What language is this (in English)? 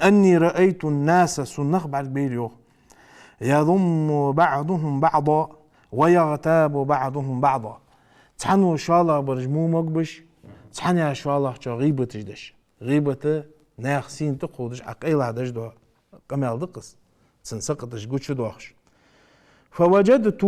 Ingush